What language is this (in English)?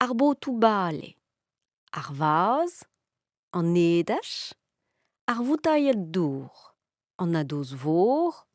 Breton